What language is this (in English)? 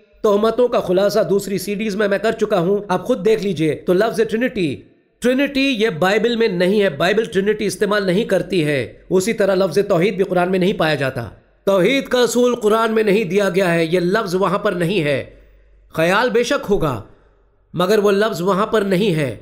Urdu